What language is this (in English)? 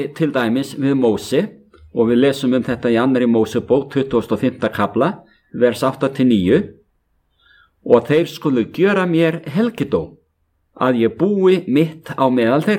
Icelandic